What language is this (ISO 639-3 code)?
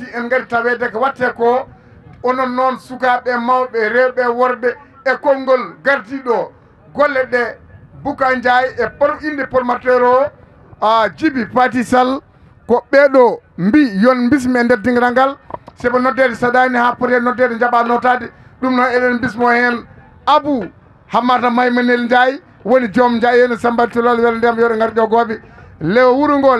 ful